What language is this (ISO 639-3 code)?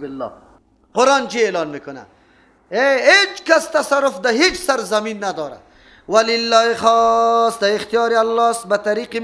fas